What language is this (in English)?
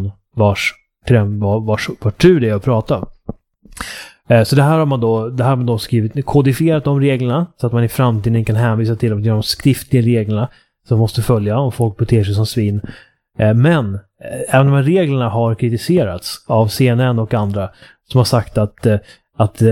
Swedish